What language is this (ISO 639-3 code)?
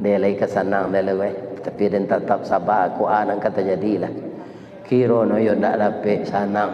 min